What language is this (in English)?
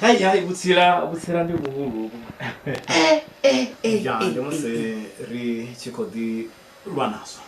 Venda